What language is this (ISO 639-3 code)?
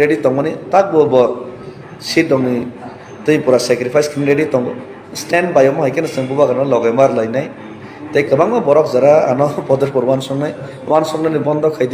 trp